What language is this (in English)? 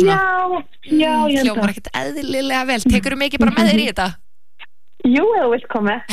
Icelandic